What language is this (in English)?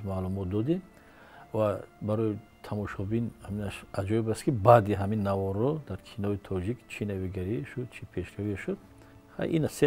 Tajik